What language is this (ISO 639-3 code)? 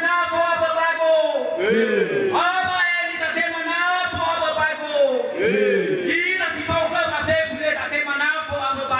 nia